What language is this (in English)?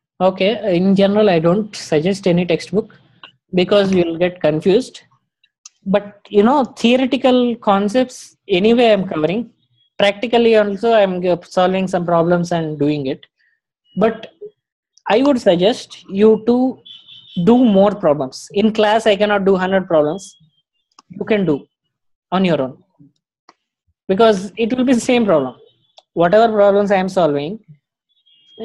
English